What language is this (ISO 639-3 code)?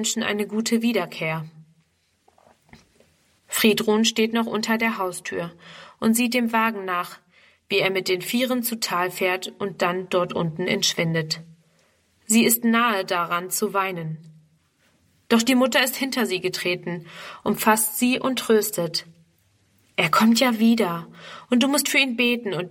deu